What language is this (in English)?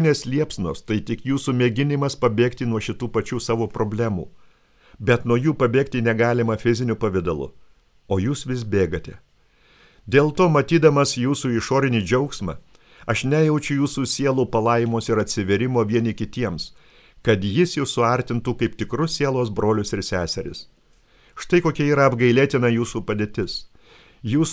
Lithuanian